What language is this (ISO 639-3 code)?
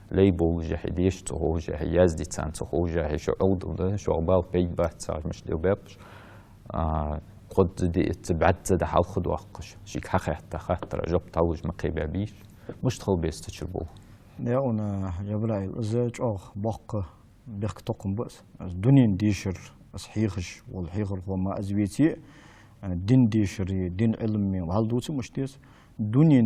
inh